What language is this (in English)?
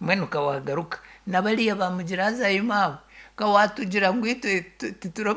Nyankole